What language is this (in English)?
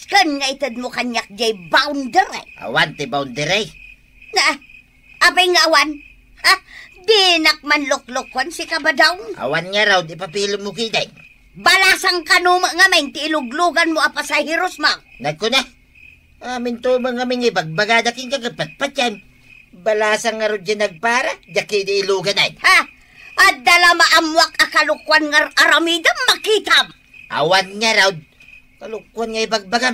Iloko